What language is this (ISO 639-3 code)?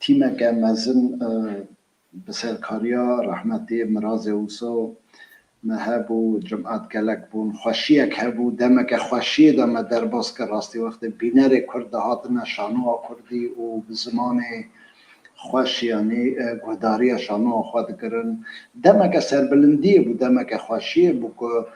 kur